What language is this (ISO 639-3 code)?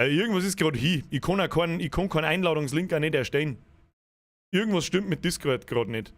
bar